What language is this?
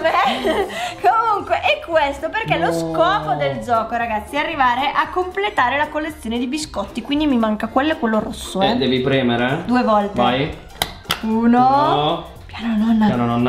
Italian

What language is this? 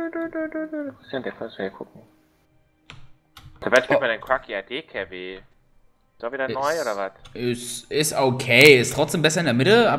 German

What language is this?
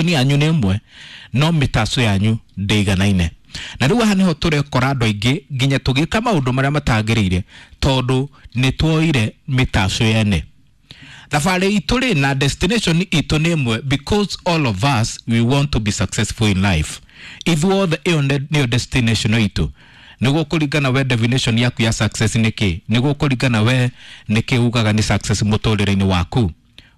Kikuyu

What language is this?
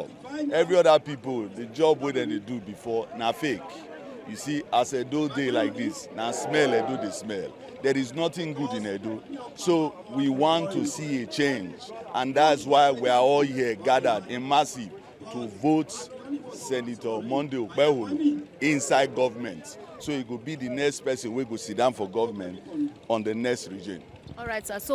Nigerian Pidgin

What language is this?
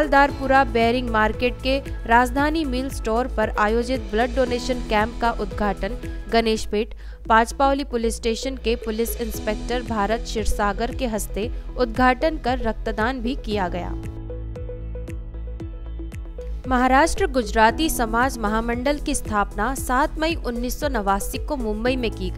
Hindi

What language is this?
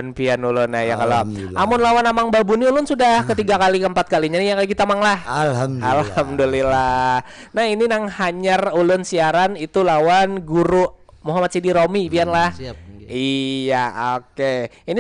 Banjar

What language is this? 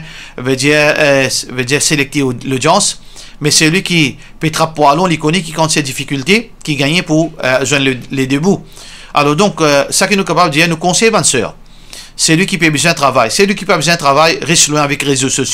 Morisyen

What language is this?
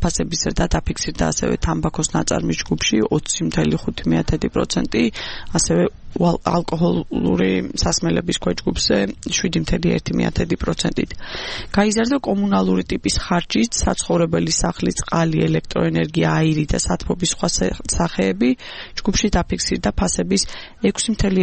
Georgian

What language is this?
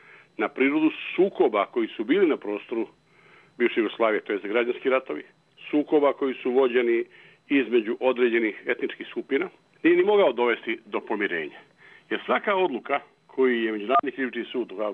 Bosnian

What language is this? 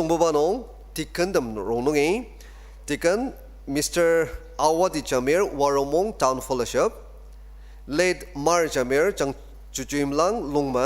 Ao Naga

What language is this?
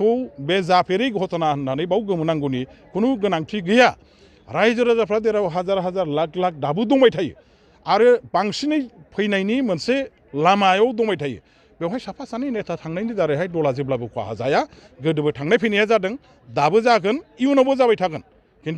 Bodo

